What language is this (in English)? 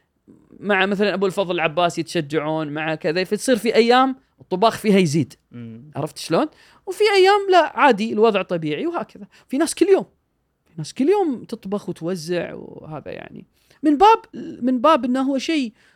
Gulf Arabic